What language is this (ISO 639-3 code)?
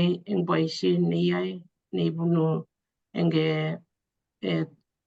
kln